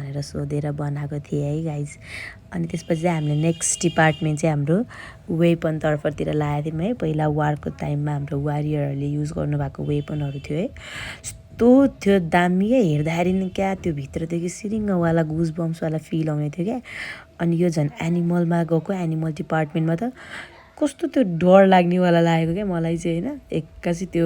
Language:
Nepali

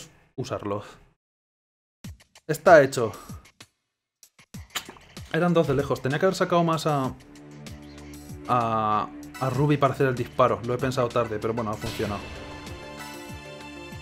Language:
Spanish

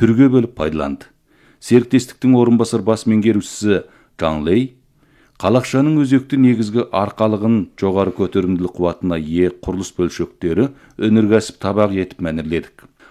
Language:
Kazakh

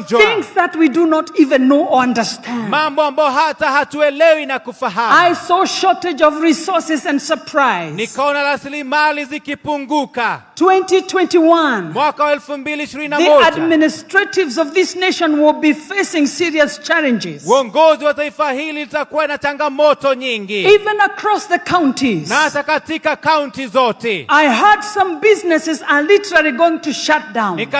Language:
Swahili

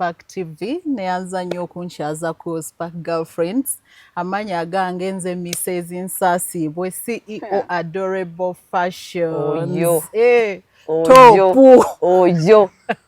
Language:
Ganda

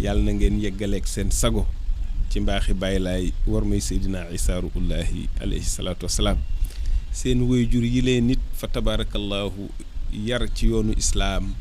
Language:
Wolof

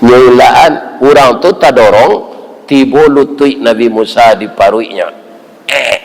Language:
Minangkabau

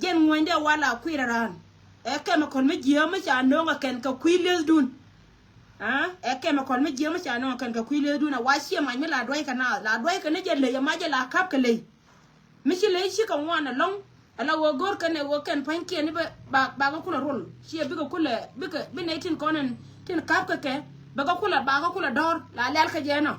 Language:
Nuer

